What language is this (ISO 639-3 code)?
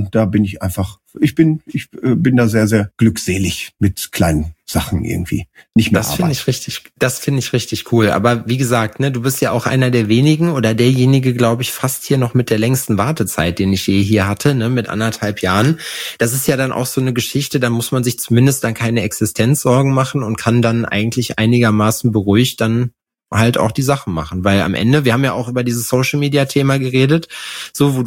deu